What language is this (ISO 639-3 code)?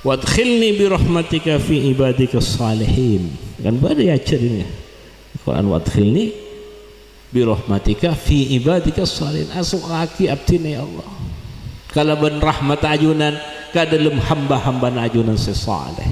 mad